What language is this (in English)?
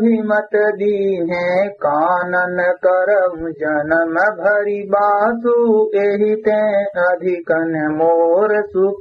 Awadhi